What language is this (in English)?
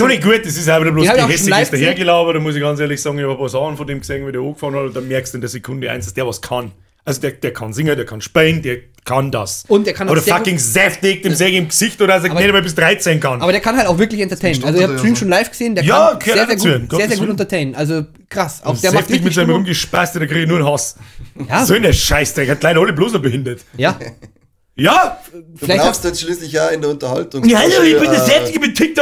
Bavarian